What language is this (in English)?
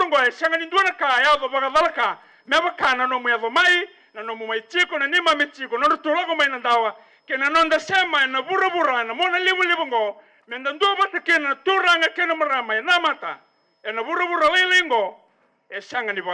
Fijian